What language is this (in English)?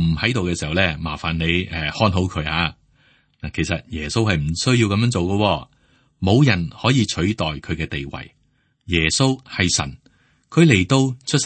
Cantonese